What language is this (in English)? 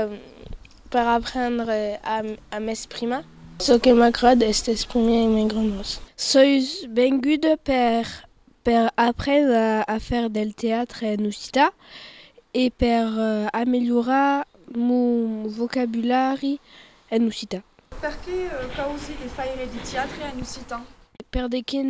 Occitan